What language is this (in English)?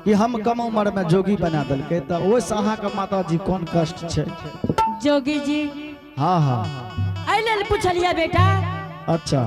Angika